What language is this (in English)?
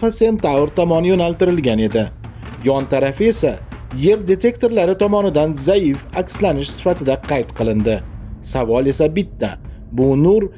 Uzbek